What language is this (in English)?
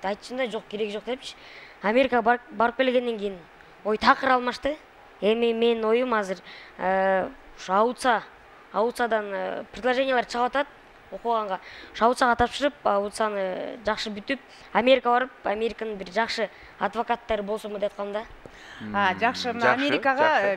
Kyrgyz